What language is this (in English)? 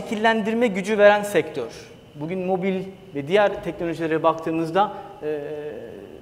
Turkish